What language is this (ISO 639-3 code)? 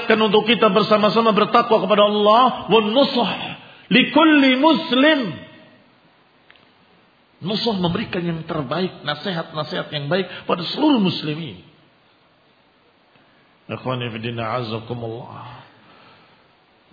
ind